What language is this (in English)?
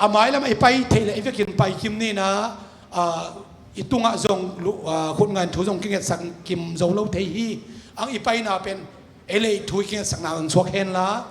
Tedim Chin